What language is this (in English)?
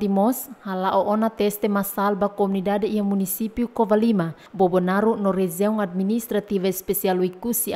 Tetum